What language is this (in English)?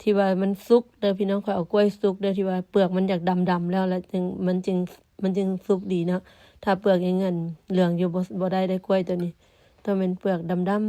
Lao